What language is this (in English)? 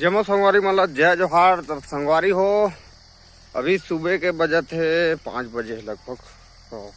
Chhattisgarhi